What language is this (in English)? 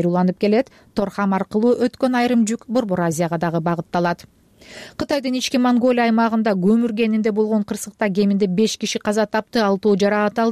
Kyrgyz